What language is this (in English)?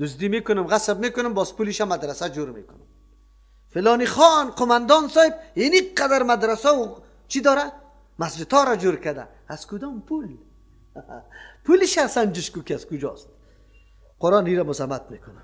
Persian